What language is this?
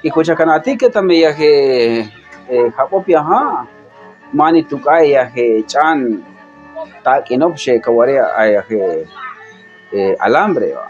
Chortí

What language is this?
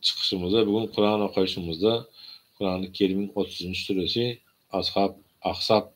Turkmen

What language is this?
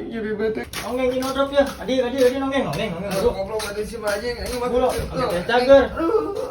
Sundanese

